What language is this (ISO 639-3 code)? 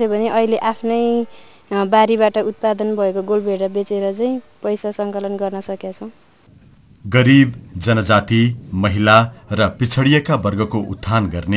nep